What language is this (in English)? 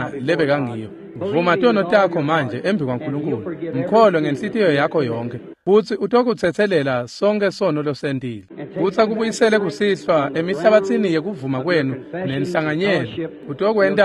Swati